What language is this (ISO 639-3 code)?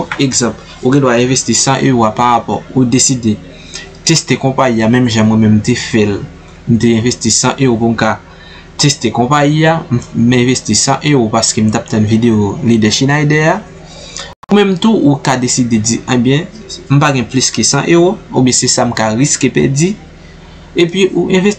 hat